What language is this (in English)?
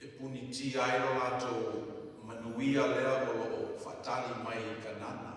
Samoan